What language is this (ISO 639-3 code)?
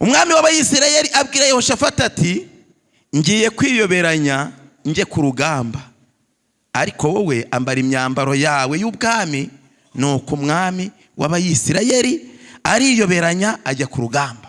kin